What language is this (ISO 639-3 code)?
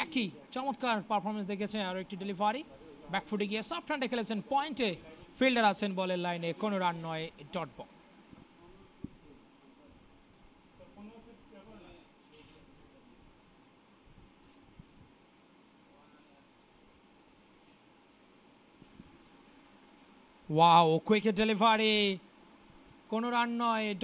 ben